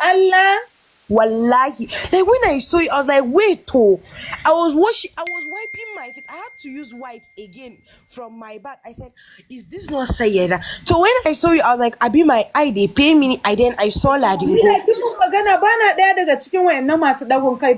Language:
Hausa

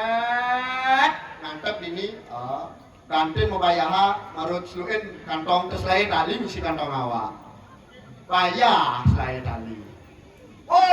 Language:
Balinese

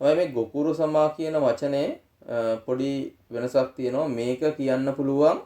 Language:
Sinhala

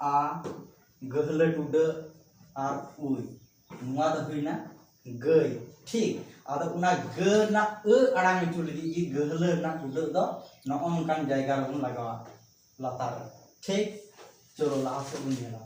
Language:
Santali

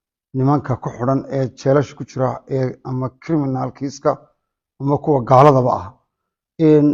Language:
Somali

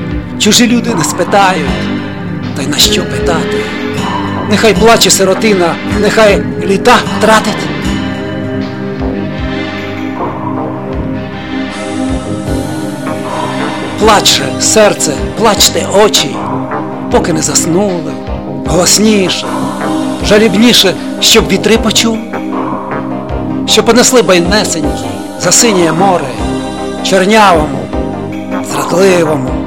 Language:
Ukrainian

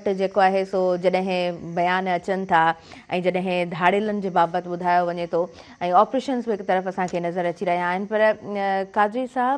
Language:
Sindhi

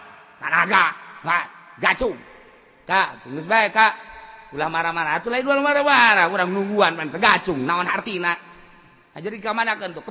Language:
Sundanese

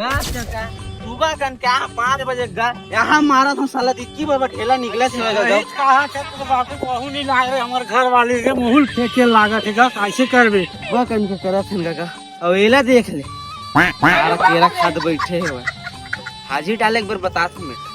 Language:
Chhattisgarhi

